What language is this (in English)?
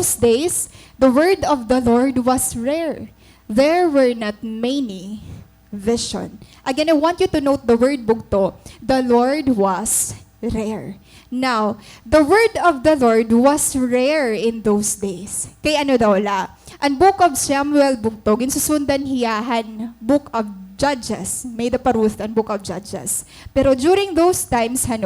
Waray